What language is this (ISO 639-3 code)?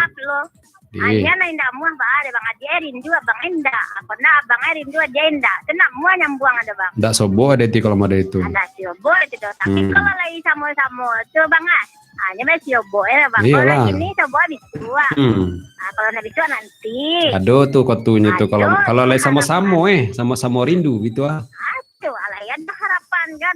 min